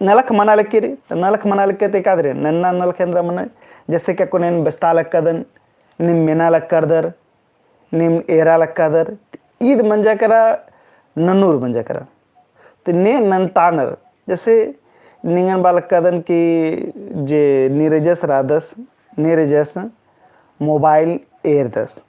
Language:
Kurukh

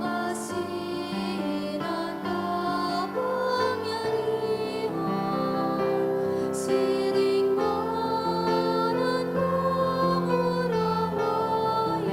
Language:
Bikol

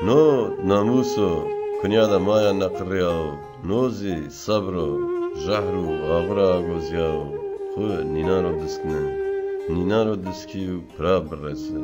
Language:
Zaza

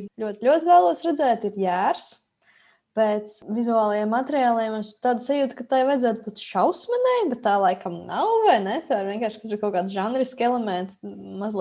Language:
Latvian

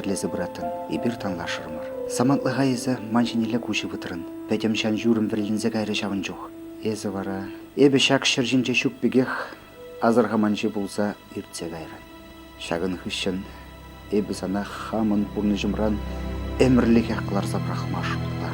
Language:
Chuvash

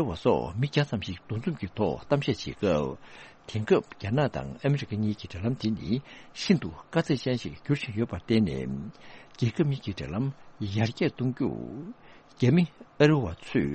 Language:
Tibetan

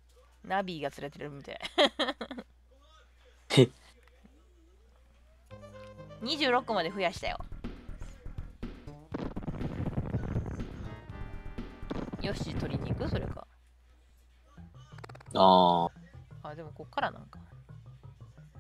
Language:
Japanese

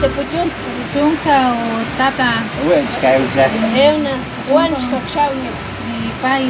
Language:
Páez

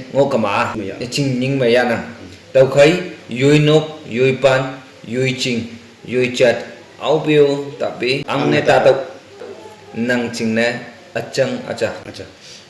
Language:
Naga Pidgin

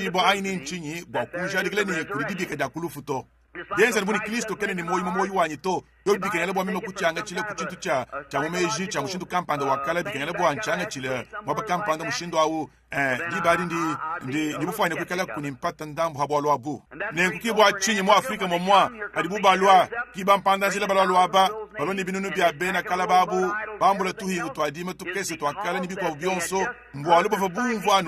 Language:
Luba-Lulua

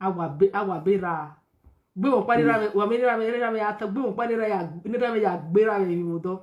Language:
Nigerian Pidgin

